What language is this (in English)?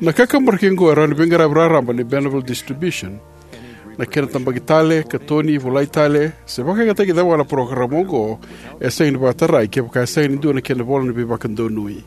Fijian